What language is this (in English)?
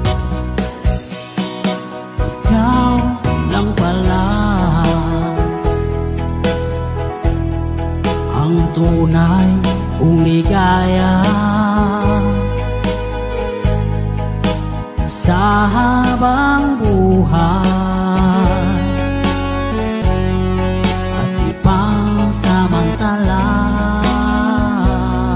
Filipino